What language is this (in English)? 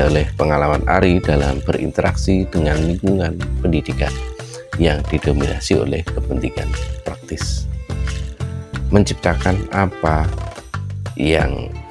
Indonesian